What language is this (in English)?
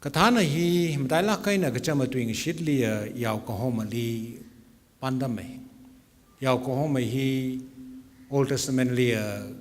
Tangkhul Naga (India)